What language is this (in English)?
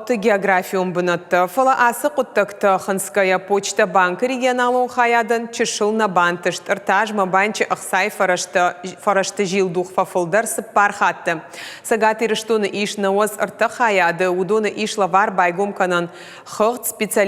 Ossetic